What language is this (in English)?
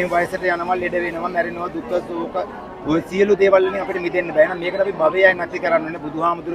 Sinhala